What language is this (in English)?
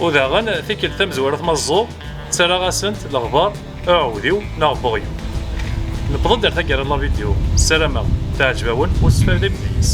Kabyle